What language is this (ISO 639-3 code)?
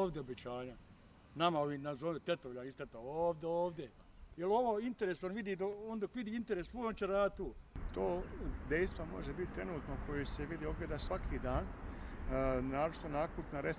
bos